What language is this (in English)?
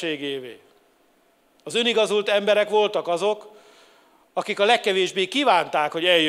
Hungarian